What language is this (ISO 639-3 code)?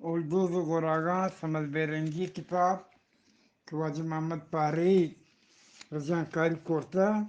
bgp